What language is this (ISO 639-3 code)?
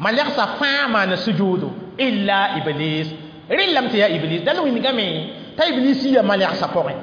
mos